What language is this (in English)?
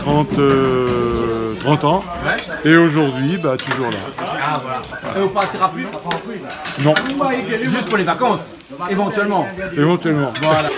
Réunion Creole French